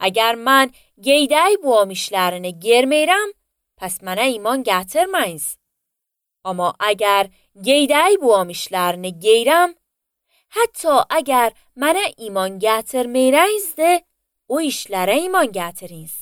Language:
Azerbaijani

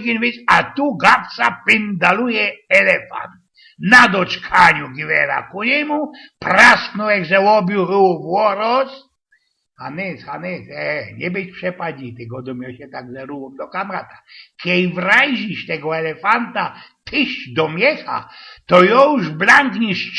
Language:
Silesian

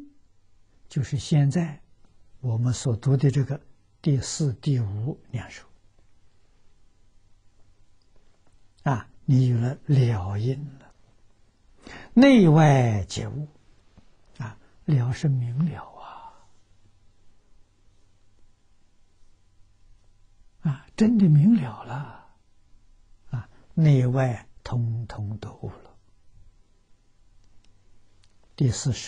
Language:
Chinese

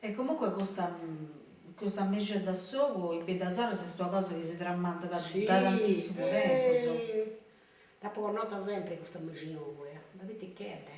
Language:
Sardinian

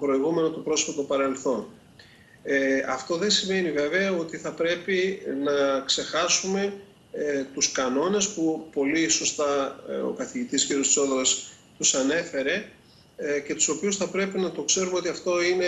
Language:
Greek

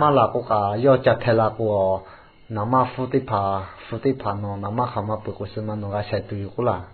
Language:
Lahu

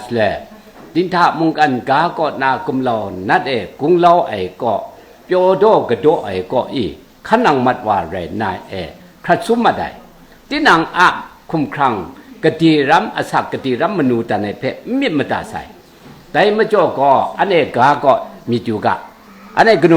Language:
Kachin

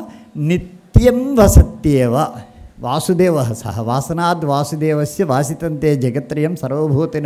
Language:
Sanskrit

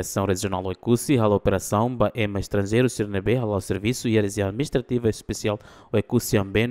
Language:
Tetum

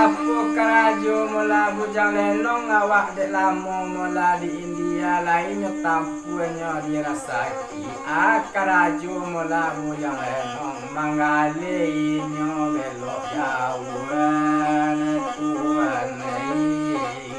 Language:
Minangkabau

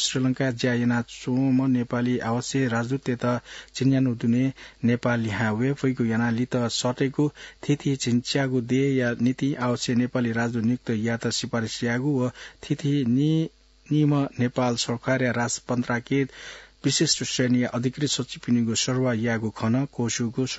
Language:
Newari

